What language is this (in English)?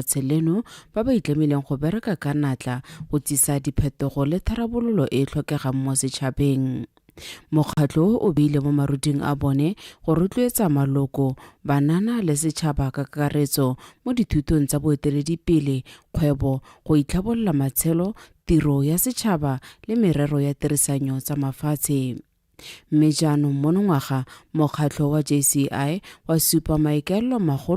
Tswana